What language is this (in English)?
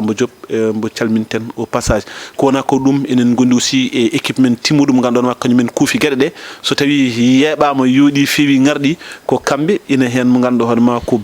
Fula